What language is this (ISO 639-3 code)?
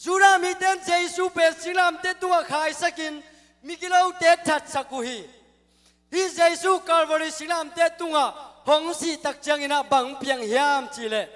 ctd